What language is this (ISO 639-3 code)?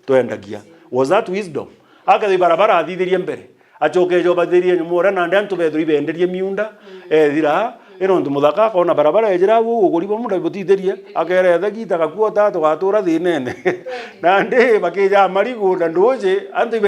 mer